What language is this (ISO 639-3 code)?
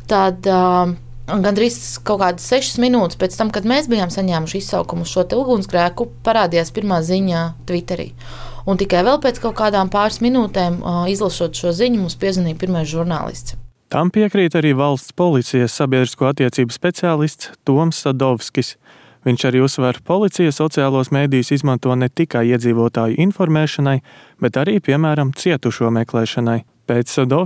lav